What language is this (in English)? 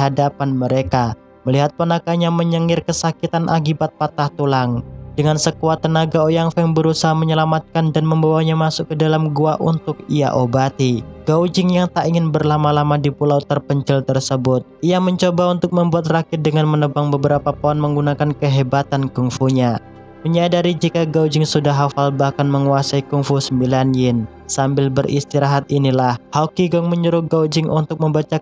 Indonesian